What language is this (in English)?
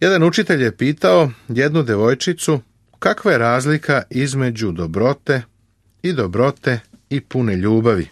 Serbian